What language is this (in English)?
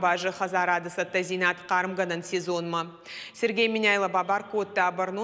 Ossetic